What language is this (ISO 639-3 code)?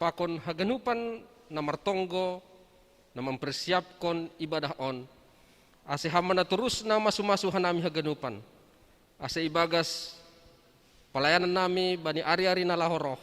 bts